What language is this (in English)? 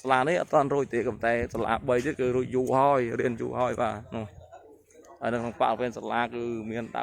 Khmer